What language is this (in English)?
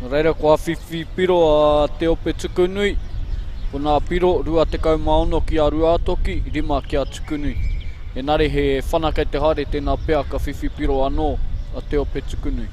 Māori